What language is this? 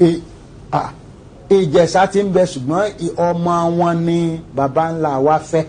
Yoruba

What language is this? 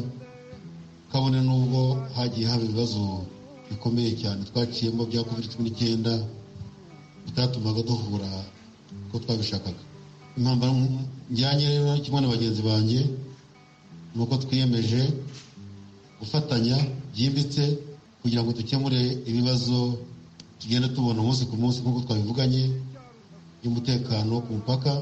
Kinyarwanda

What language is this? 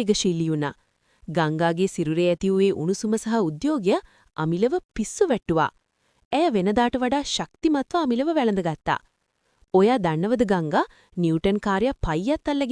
Sinhala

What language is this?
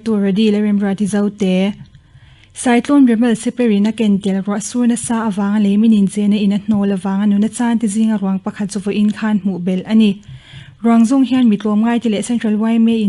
Mizo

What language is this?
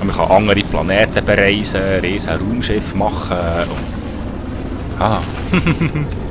Swiss German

